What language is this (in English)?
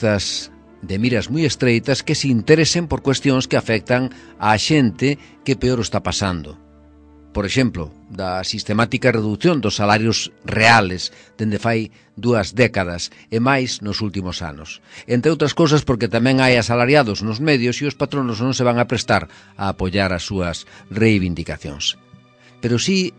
Galician